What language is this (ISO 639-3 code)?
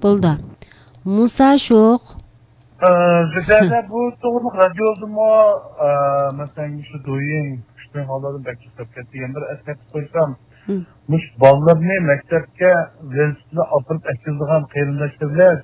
uig